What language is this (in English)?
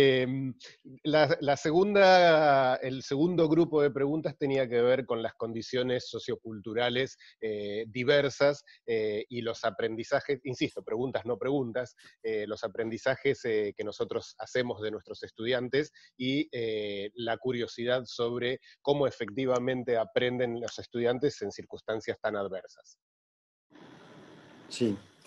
Spanish